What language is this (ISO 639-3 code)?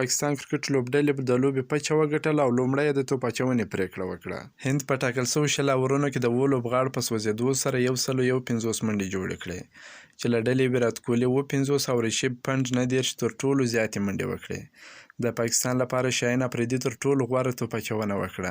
pus